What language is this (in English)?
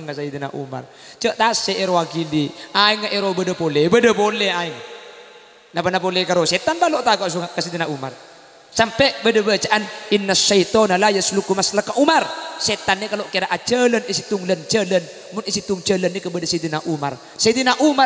Madurese